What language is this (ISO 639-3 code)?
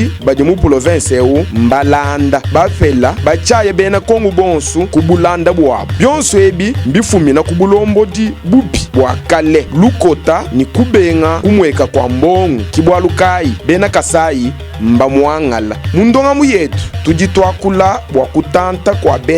lua